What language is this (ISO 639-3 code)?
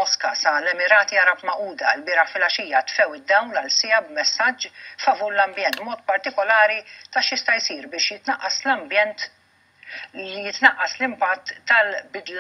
mlt